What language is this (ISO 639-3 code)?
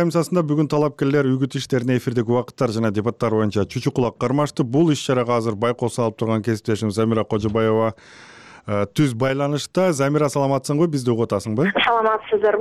kir